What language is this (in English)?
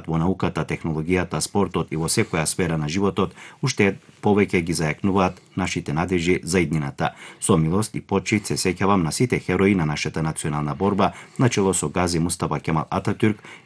Macedonian